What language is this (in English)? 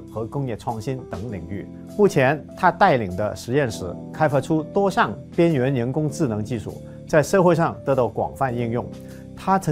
Chinese